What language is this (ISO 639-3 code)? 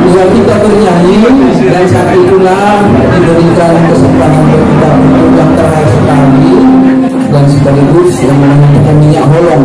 akb